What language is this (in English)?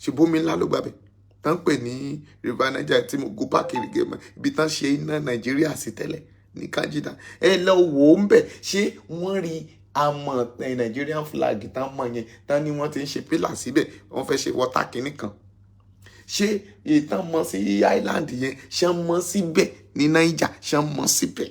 Yoruba